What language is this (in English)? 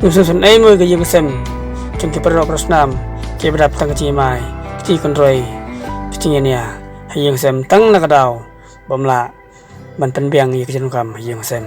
Khasi